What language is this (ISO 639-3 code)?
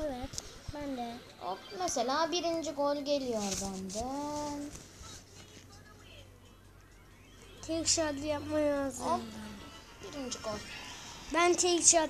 tur